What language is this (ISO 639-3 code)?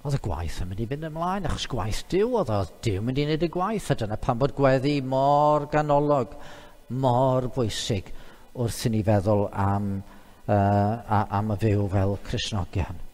cym